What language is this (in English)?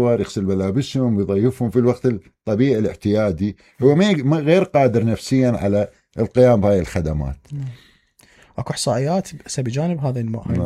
Mesopotamian Arabic